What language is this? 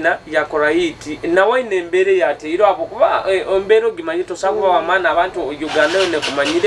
Nyoro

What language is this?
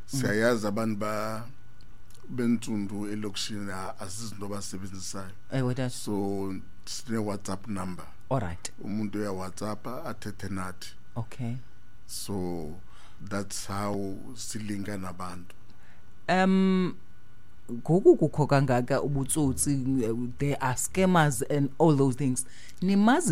Xhosa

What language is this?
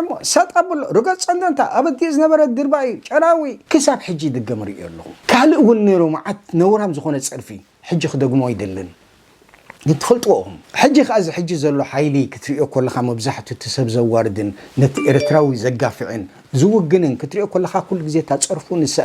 Tigrinya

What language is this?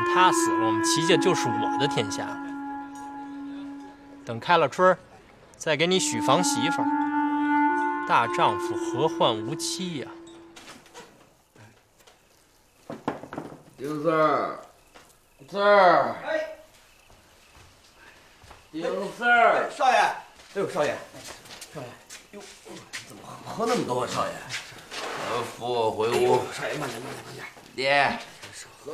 Chinese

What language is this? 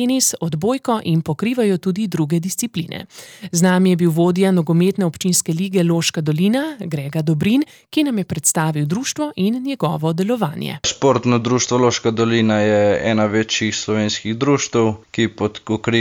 Slovenian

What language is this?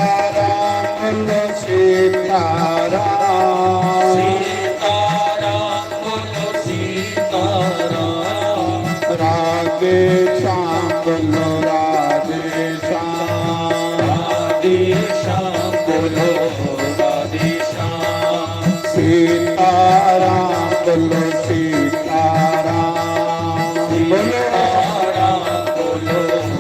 Dogri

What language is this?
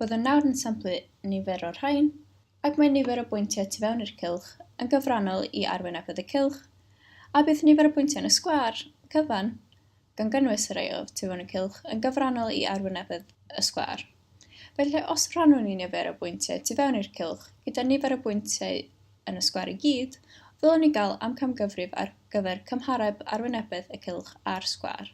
Welsh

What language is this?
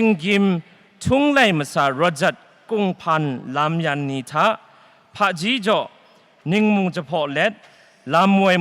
Kachin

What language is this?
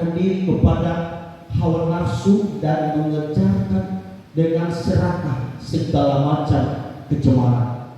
Nias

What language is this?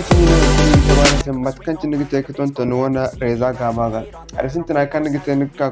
Zarma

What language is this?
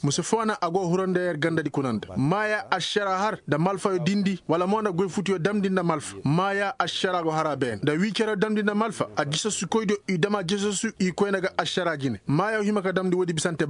Koyraboro Senni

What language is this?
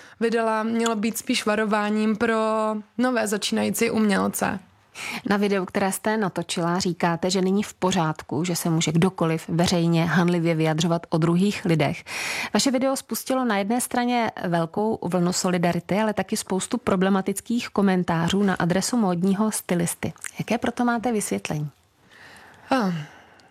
Czech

